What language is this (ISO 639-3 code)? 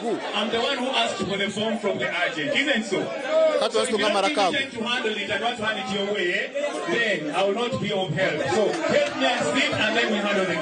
nyn